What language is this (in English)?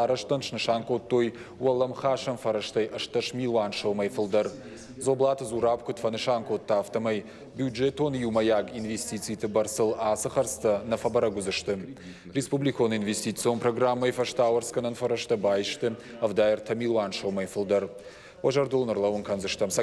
Ossetic